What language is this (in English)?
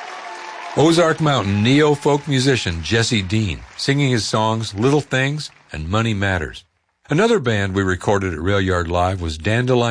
English